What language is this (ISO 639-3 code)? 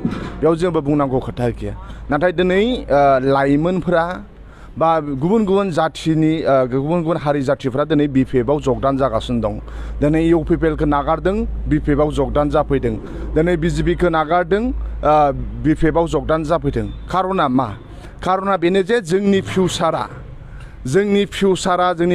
brx